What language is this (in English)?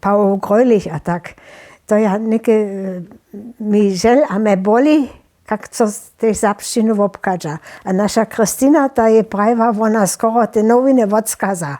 Upper Sorbian